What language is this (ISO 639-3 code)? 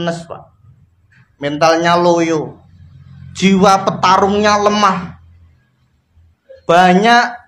ind